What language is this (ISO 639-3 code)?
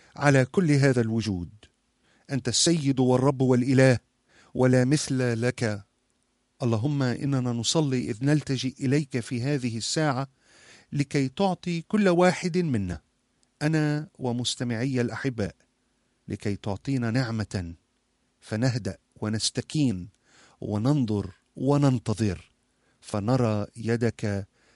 ara